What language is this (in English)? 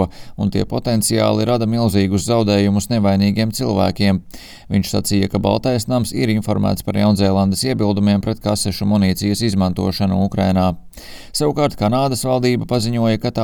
Latvian